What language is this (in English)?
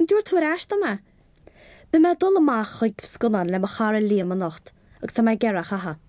Irish